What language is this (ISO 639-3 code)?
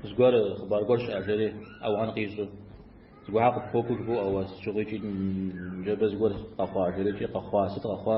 kbd